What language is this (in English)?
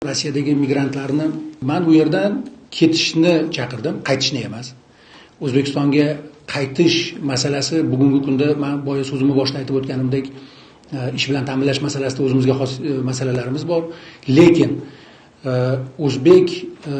Uzbek